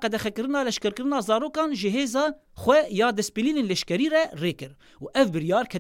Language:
Kurdish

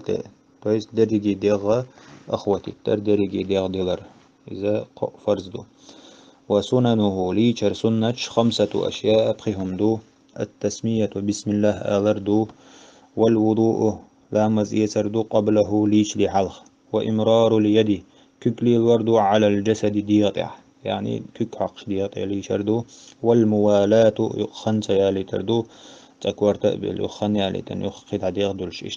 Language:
Chechen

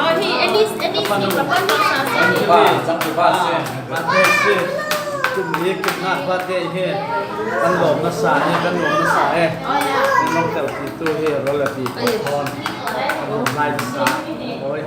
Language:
Falam Chin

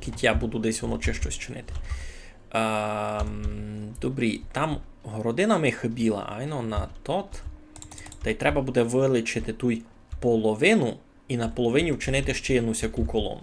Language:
Rusyn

